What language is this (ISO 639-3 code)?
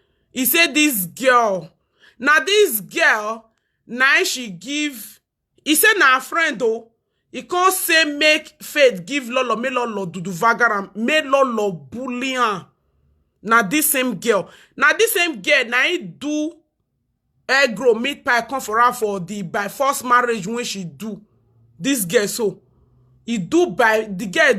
pcm